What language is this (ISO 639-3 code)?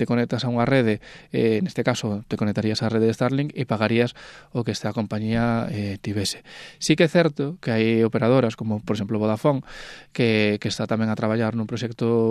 glg